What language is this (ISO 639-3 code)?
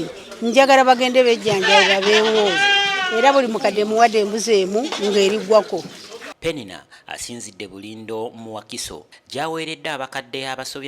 lug